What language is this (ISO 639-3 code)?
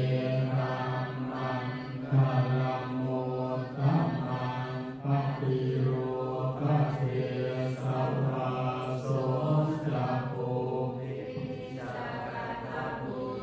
pli